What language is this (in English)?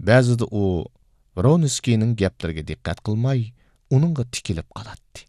Uyghur